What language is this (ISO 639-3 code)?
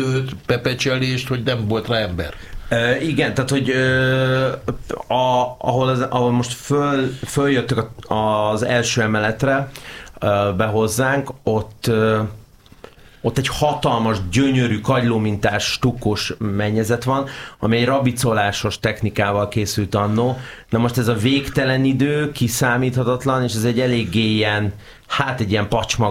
hun